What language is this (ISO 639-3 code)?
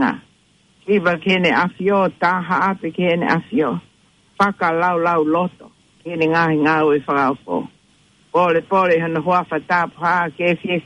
ton